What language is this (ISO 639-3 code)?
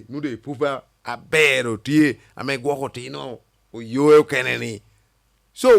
laj